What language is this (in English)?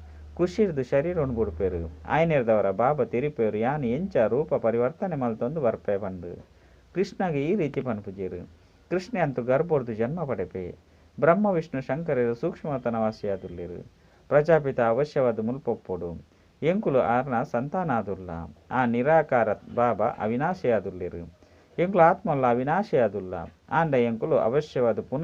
Tulu